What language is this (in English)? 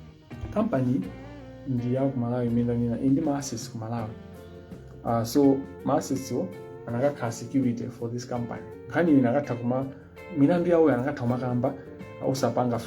Nyanja